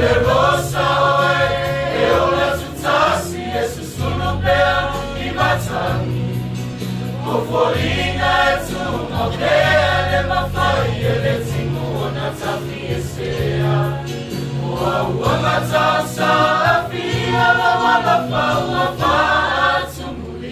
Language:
Samoan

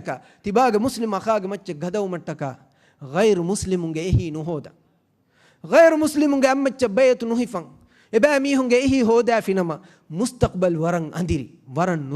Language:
Divehi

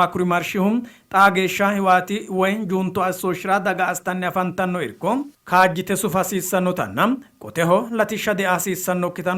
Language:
Sidamo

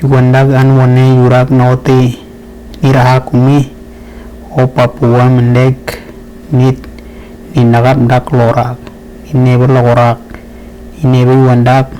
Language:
Western Dani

